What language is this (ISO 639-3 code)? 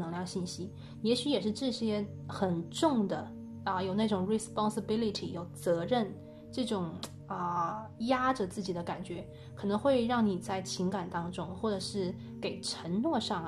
zho